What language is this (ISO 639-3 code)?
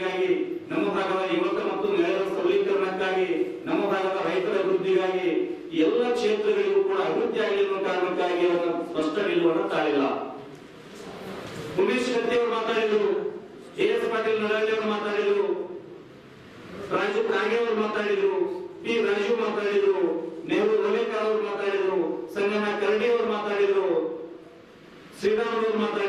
kan